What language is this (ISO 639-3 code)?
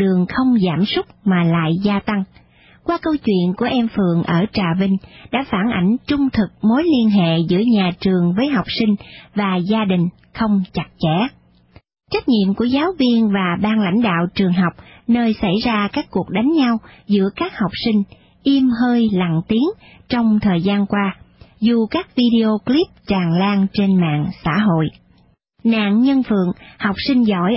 vie